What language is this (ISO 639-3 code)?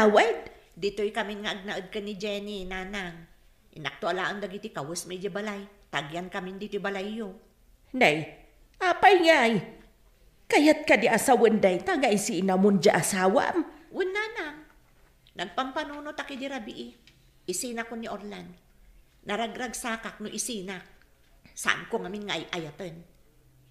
ilo